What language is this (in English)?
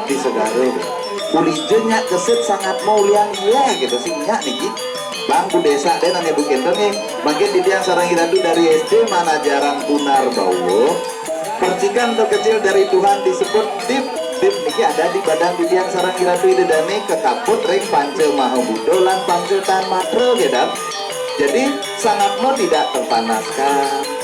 Balinese